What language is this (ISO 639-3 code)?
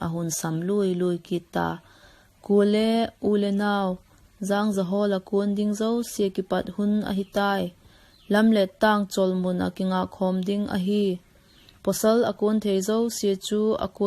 vap